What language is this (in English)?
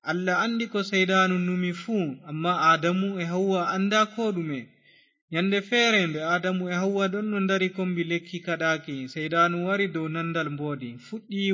Fula